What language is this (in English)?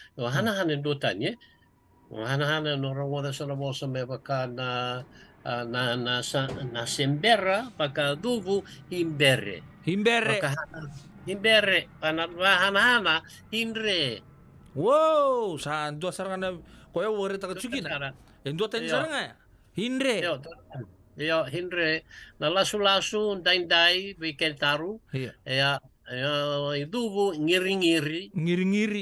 Fijian